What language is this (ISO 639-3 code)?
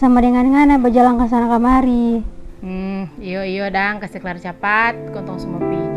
xmm